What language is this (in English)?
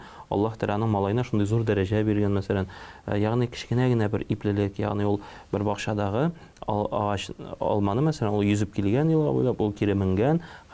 Tatar